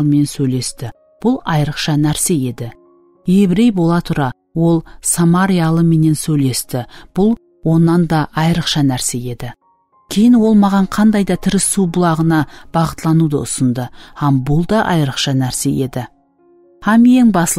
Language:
Kara-Kalpak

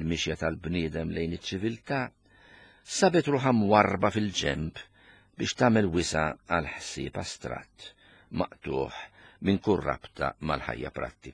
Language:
Maltese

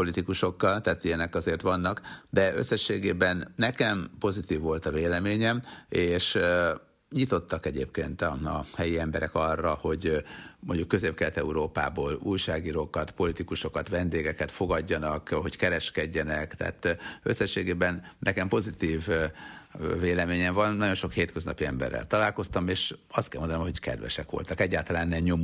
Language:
Hungarian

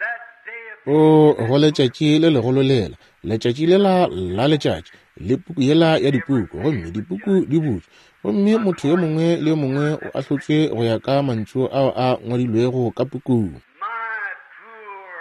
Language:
Northern Sotho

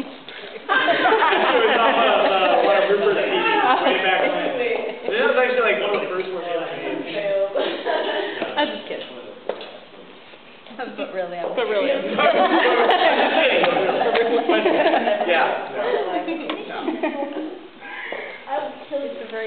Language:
English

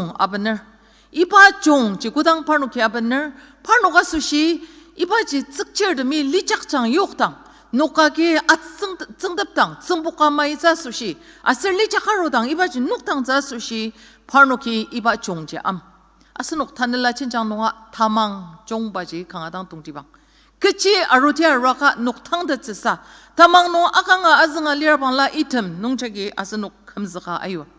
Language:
Ao Naga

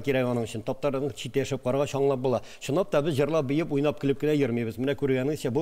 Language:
Tatar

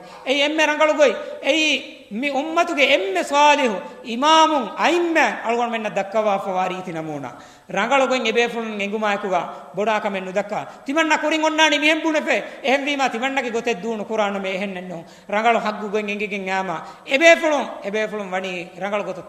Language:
Divehi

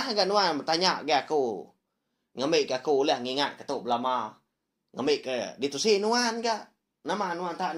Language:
Iban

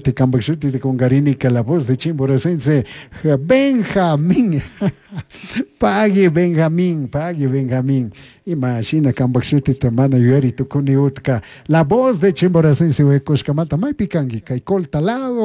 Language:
Chimborazo Highland Quichua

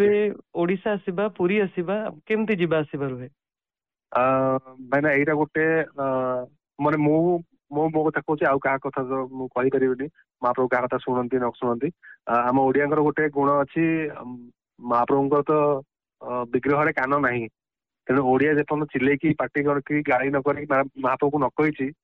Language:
Odia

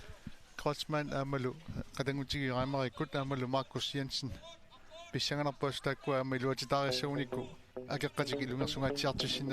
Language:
Kalaallisut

